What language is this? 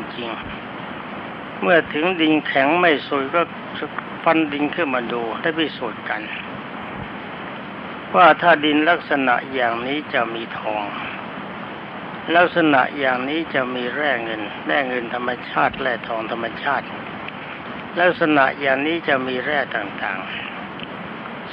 Thai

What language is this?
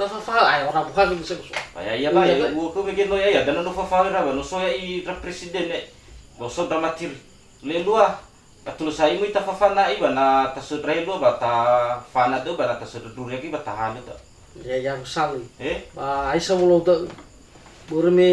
Nias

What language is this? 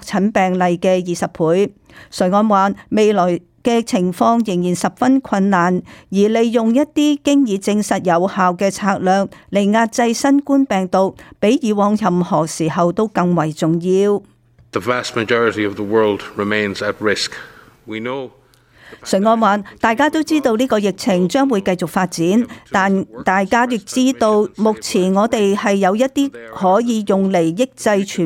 Cantonese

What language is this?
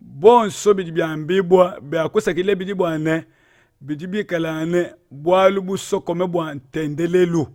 Luba-Lulua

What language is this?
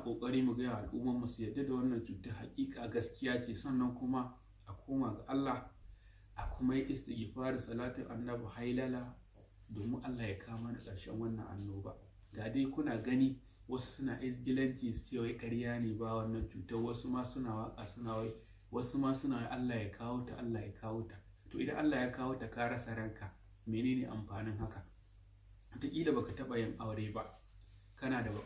Hausa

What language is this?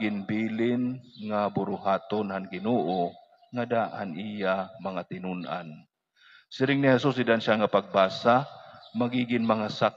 Waray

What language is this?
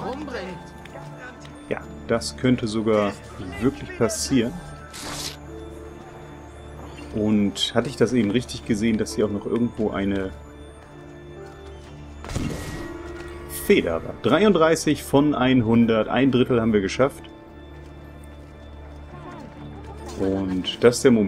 German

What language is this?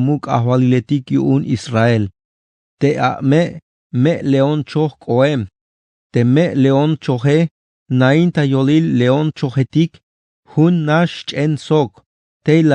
Tzeltal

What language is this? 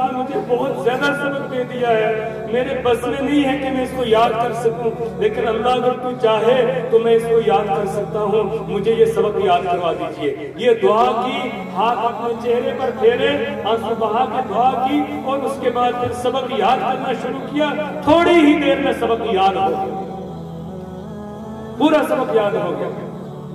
Urdu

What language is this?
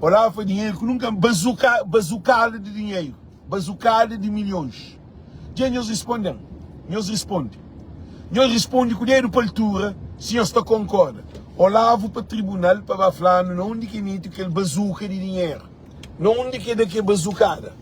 Kabuverdianu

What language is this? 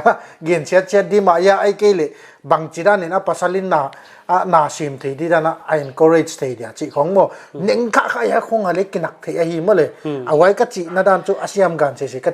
Paite Chin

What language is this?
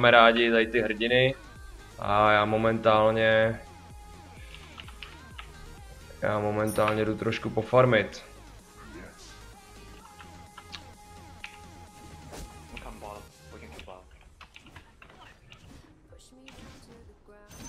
Czech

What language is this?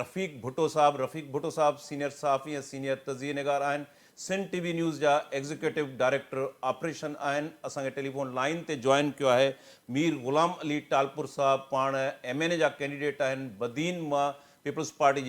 Sindhi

